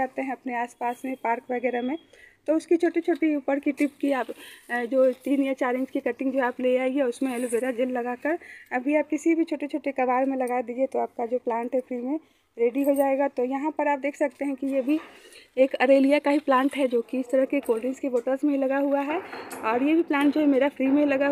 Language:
Hindi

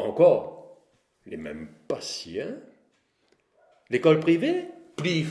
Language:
Réunion Creole French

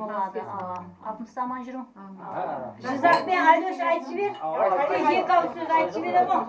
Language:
Kara-Kalpak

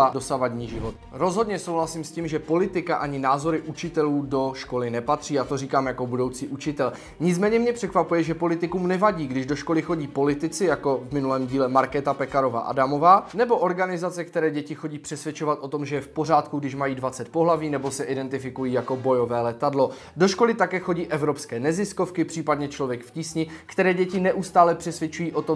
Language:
Czech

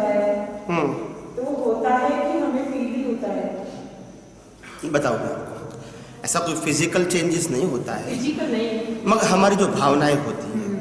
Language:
Hindi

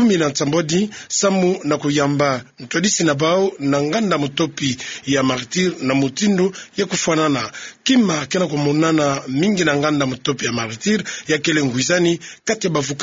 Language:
Kituba (Democratic Republic of Congo)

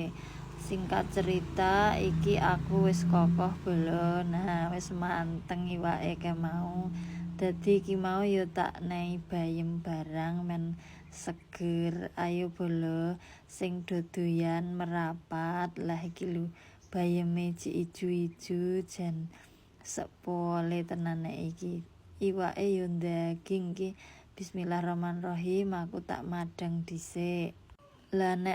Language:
Javanese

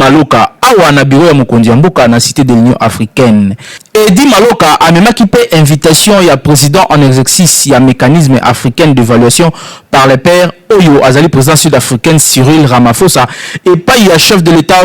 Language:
Lingala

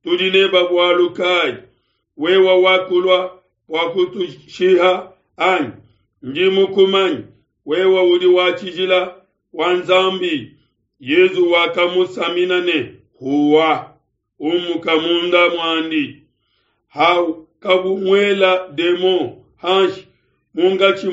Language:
Luba-Lulua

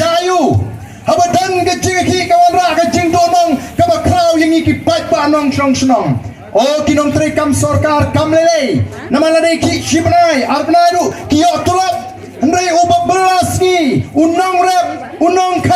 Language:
Khasi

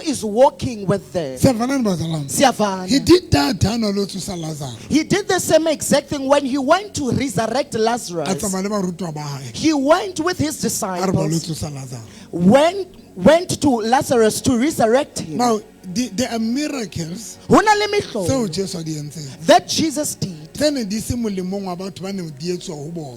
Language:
Southern Sotho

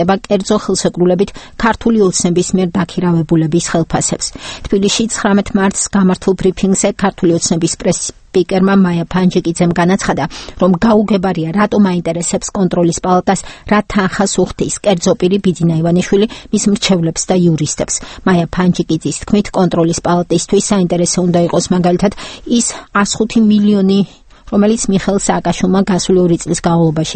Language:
Georgian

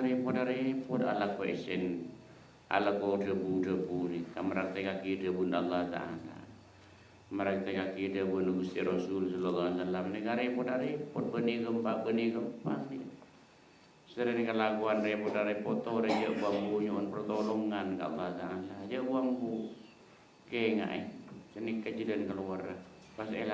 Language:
Madurese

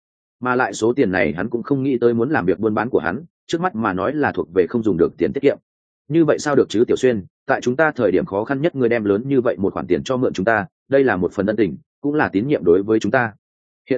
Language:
Vietnamese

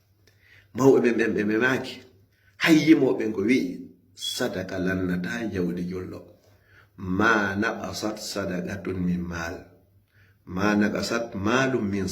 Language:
Fula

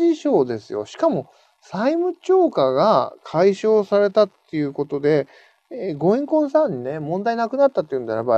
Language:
Japanese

